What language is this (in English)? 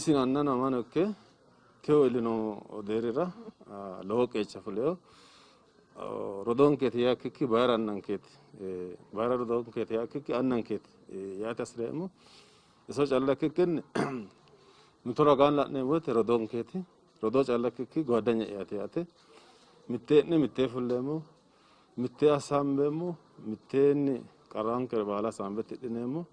Sidamo